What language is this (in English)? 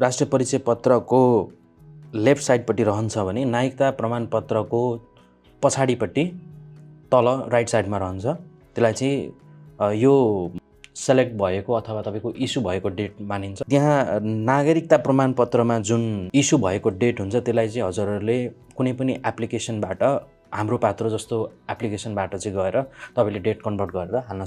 Nepali